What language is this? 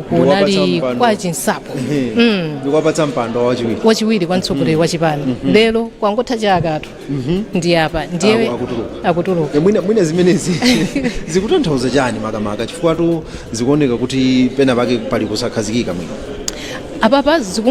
Nyanja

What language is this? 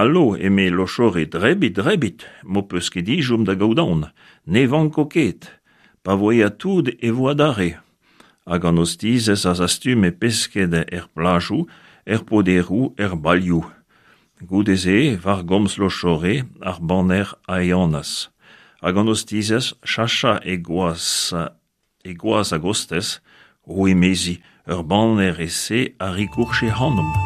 Breton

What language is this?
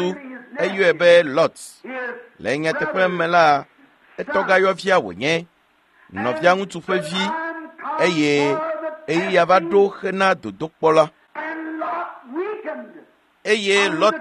Ewe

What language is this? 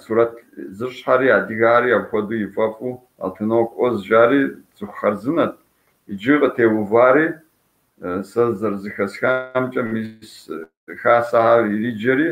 Kabardian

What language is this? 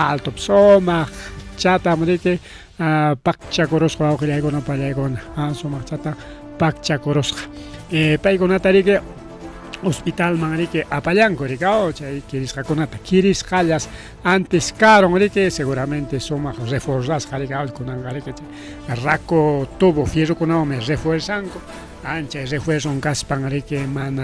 Ayacucho Quechua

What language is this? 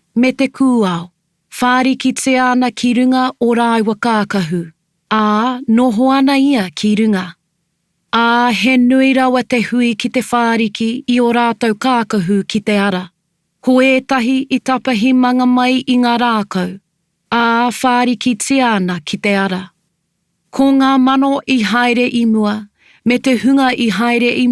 Māori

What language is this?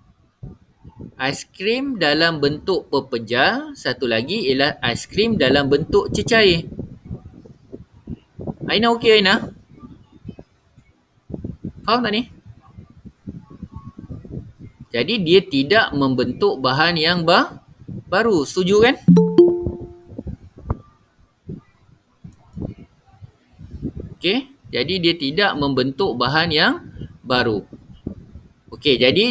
Malay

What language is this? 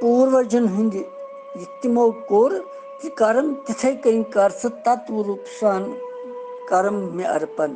Kashmiri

